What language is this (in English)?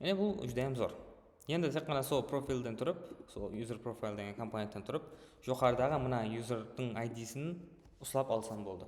Kara-Kalpak